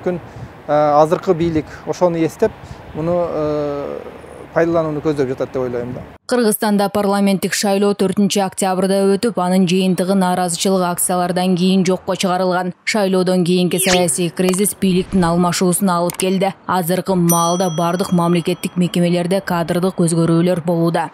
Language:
Kyrgyz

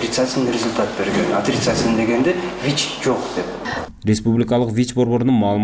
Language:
Kyrgyz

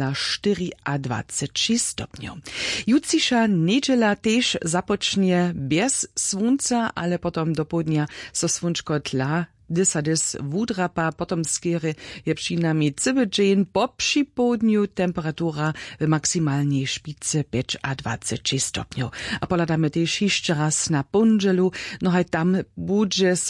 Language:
Upper Sorbian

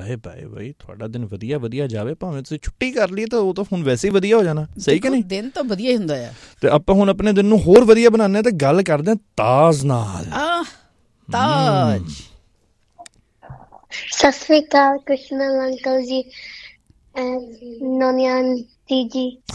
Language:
Punjabi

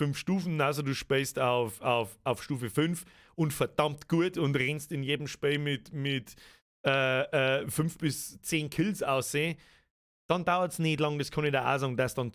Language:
Bavarian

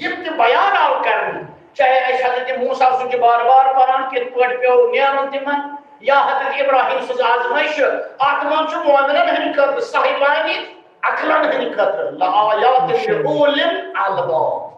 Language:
Kashmiri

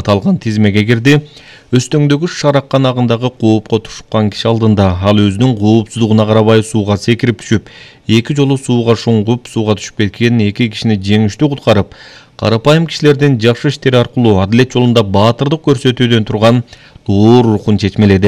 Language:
Kyrgyz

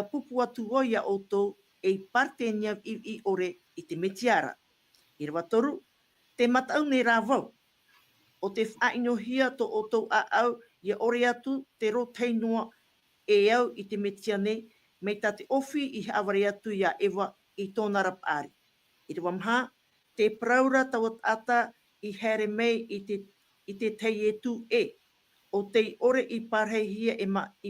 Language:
Tahitian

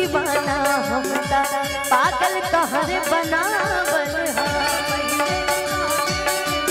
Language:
Bhojpuri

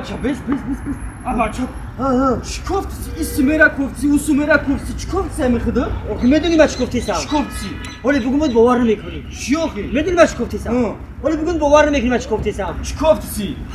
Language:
Tajik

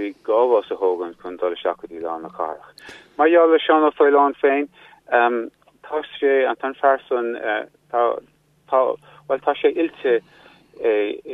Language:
Irish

